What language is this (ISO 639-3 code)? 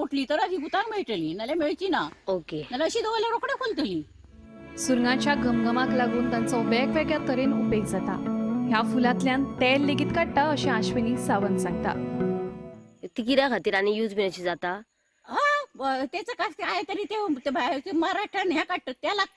kok